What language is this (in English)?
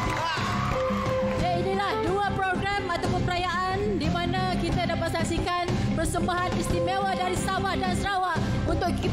Malay